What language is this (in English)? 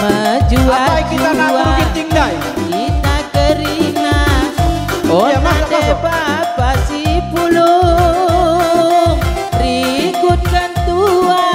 Batak Karo